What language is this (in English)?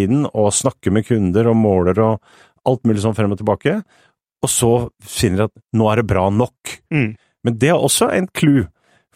Norwegian